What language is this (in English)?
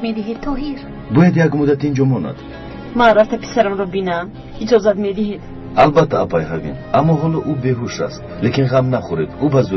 Tajik